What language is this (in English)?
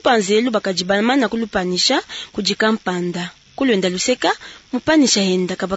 Luba-Lulua